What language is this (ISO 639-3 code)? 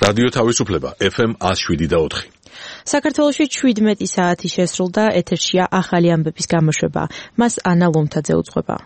kat